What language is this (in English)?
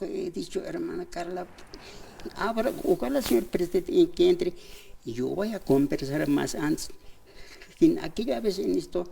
Aymara